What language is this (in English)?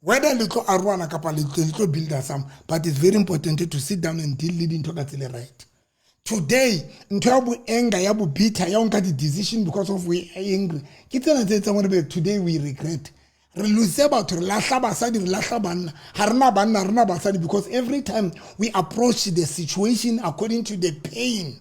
Southern Sotho